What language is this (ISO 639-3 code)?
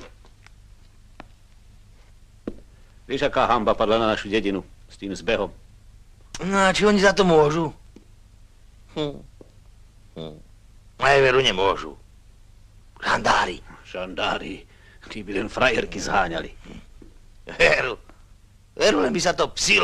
slk